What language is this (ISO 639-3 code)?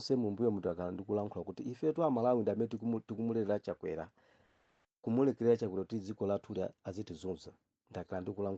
nya